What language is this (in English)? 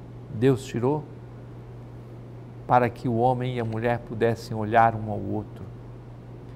Portuguese